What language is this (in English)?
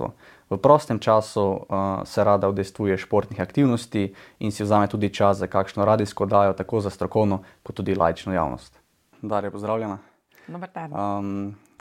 Slovenian